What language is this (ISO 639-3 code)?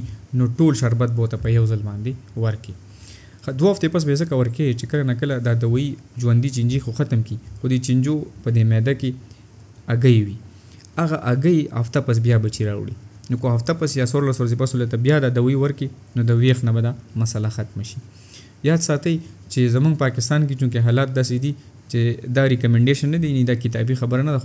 pus